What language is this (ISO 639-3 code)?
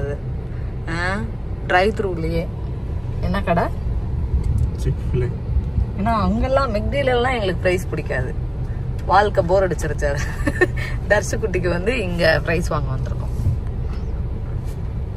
tam